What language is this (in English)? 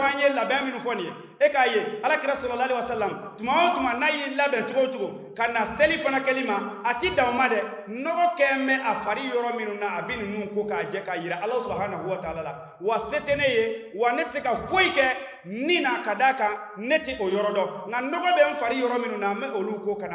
Bambara